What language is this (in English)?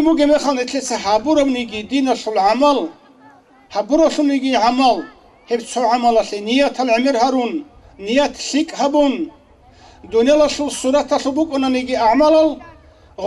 Avaric